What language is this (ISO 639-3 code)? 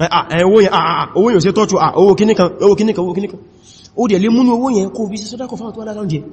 yor